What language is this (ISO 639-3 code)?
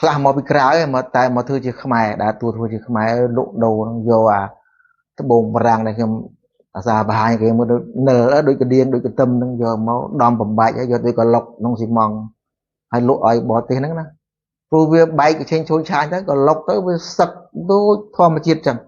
khm